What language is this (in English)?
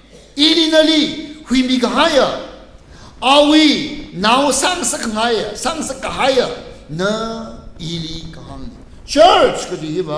Tangkhul Naga (India)